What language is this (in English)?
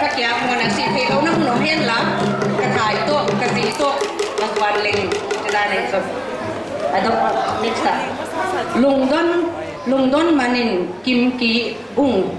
Paite Chin